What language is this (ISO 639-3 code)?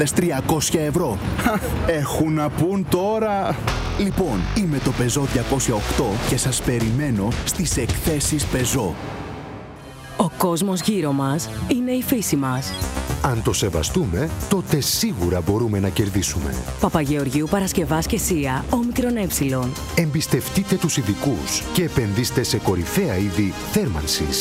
ell